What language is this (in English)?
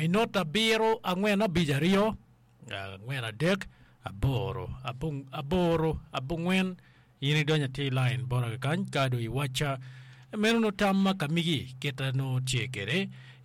Acoli